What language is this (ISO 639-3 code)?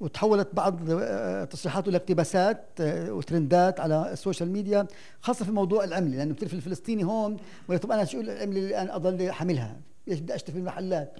apc